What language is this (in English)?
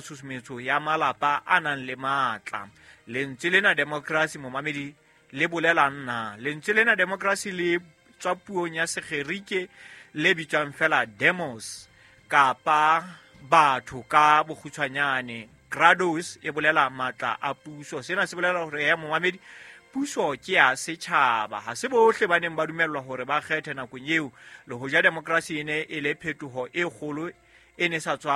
Southern Sotho